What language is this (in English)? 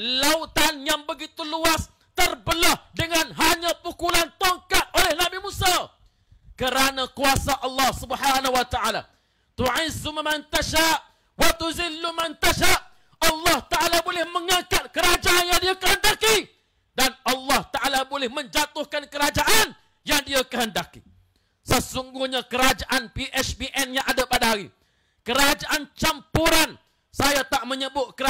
Malay